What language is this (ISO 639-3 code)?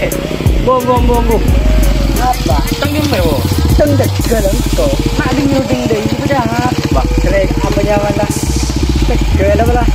mad